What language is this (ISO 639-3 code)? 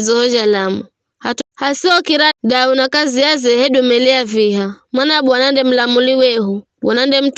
nyf